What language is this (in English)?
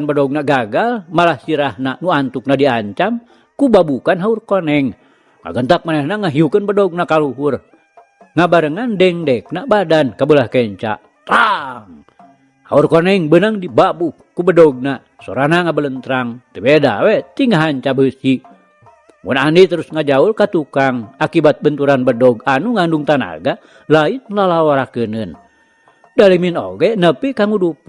Sundanese